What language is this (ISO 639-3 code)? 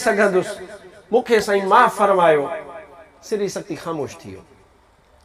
snd